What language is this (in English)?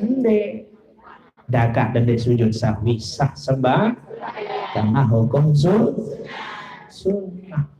Sasak